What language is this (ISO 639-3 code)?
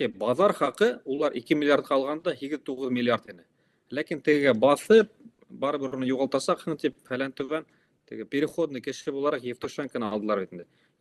bak